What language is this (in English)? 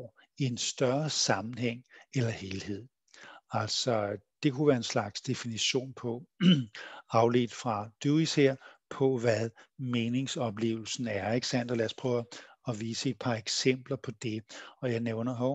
Danish